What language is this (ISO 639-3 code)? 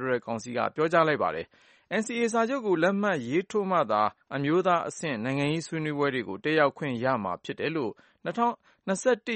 mya